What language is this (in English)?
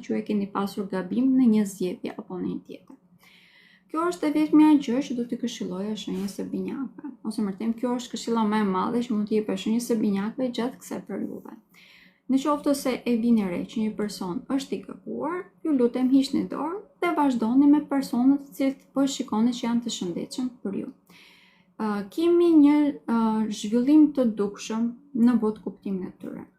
Albanian